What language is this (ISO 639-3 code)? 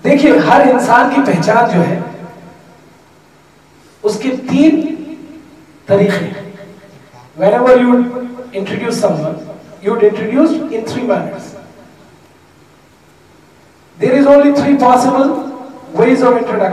urd